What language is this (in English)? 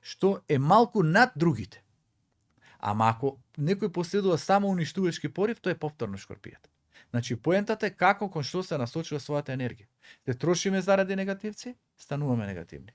Macedonian